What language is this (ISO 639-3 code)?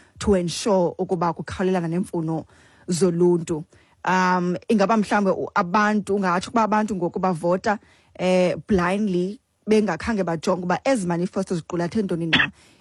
xho